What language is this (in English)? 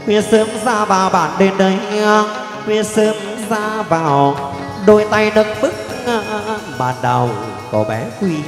Vietnamese